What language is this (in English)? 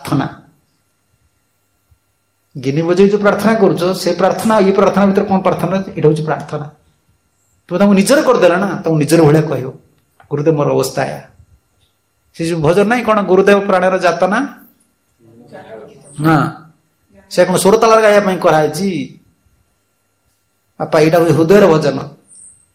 Odia